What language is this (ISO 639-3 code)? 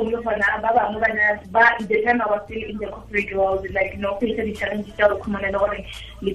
tsn